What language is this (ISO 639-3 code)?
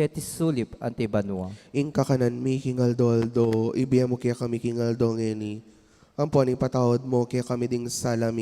pam